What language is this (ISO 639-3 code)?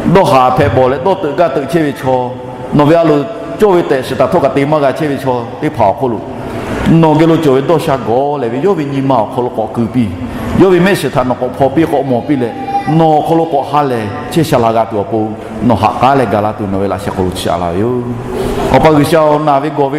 lhu